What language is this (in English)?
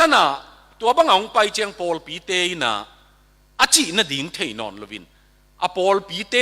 Tedim Chin